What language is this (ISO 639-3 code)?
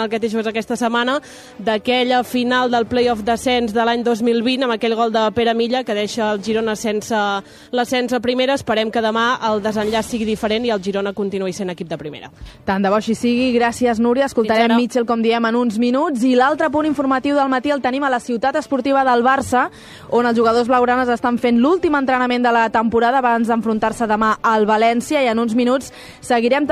cat